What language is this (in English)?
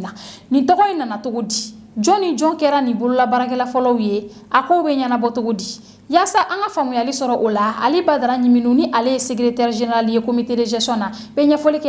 Bambara